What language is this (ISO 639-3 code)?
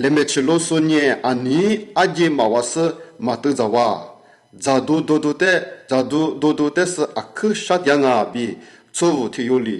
lis